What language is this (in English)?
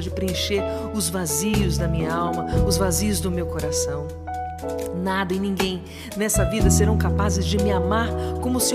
Portuguese